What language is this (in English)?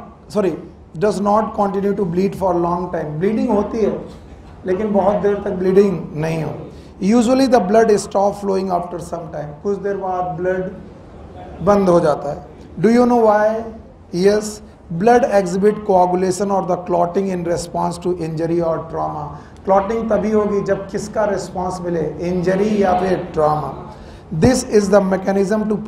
Hindi